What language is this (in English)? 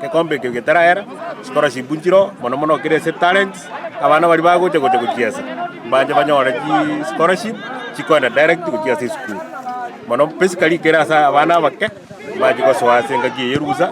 Gusii